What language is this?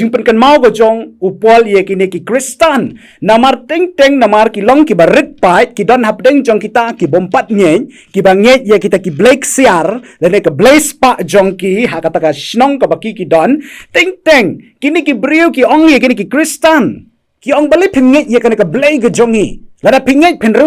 Khasi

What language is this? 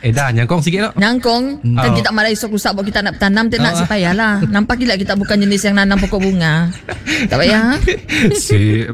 Malay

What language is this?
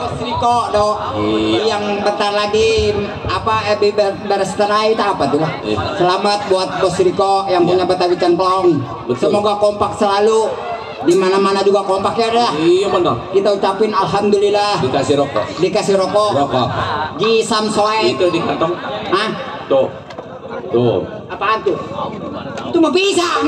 Betawi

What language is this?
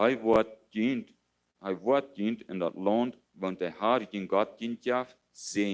Plautdietsch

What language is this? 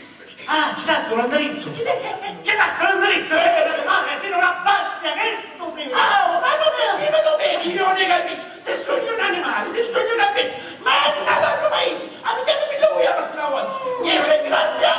Sicilian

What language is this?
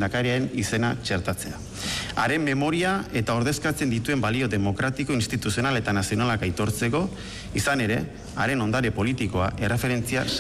Basque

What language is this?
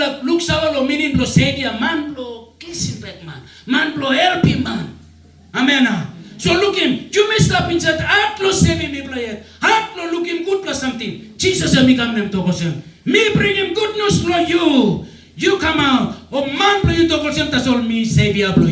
Tok Pisin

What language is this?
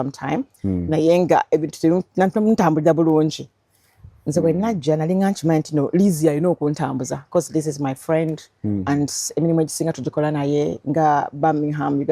Ganda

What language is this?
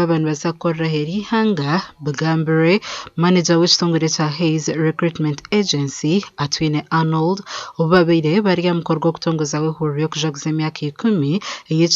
Nyankole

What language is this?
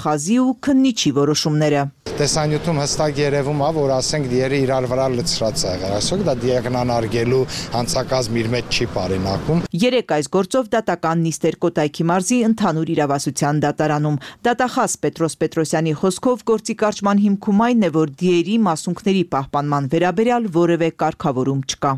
Armenian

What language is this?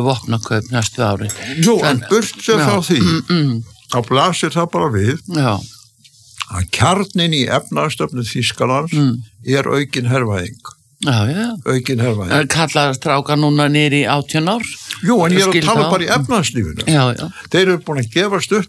Icelandic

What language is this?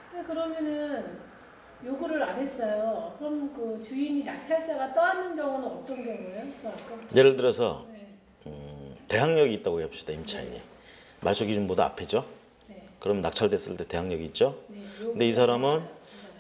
Korean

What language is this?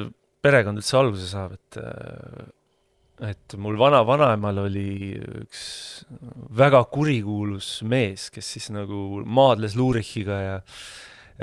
Estonian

